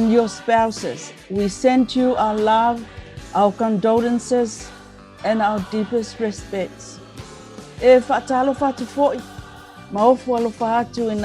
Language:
Samoan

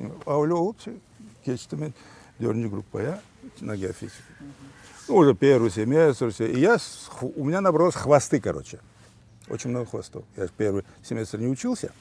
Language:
Crimean Tatar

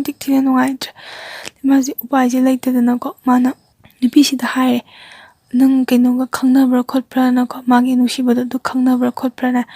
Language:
Manipuri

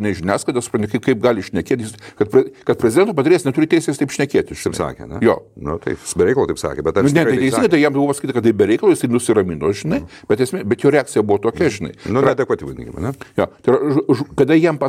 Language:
Lithuanian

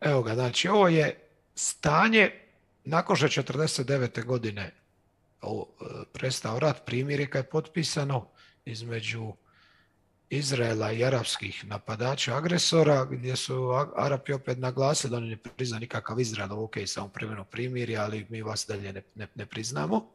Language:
Croatian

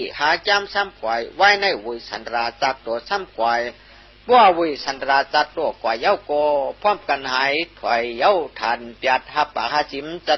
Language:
Shan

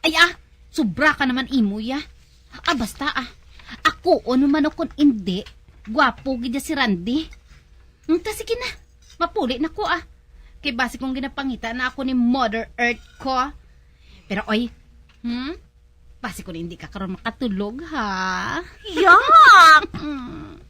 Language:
Hiligaynon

